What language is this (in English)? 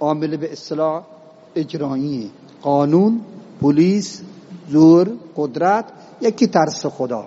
Eastern Balochi